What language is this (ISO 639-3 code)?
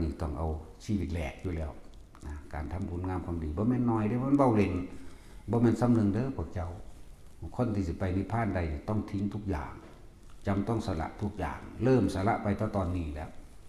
lao